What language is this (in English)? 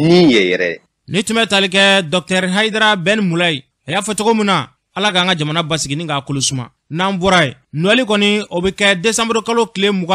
Bambara